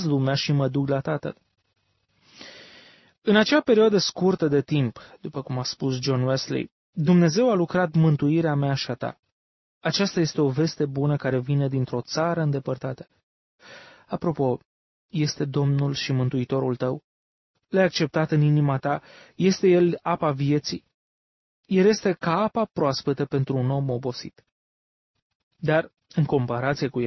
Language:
Romanian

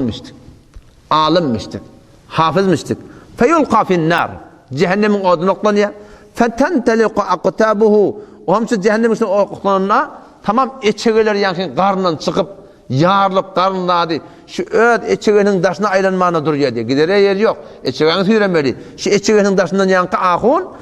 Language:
Turkmen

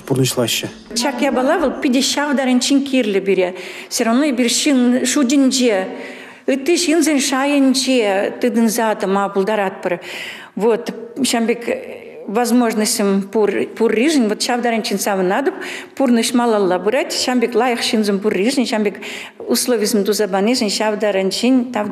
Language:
Chuvash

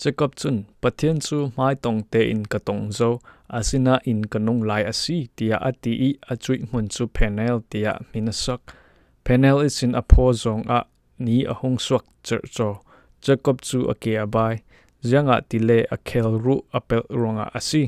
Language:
Falam Chin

